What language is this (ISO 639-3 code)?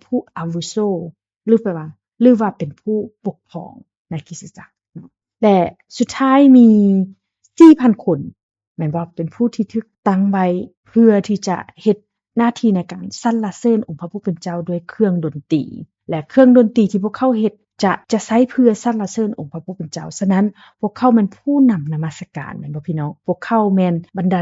lao